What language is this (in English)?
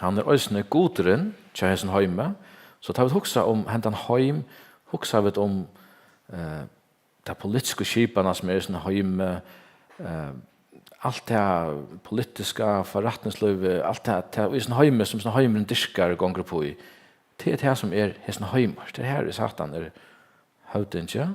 Faroese